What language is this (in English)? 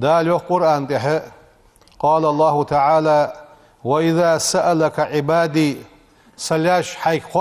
Ingush